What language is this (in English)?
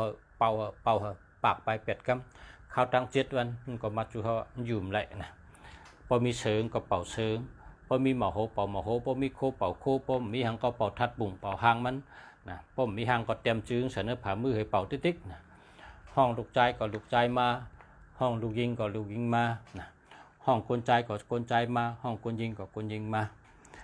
Shan